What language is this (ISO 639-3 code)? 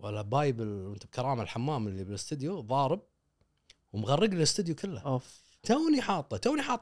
afb